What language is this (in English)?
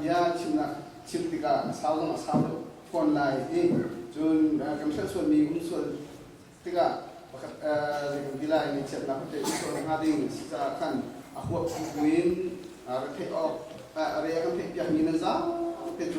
Hakha Chin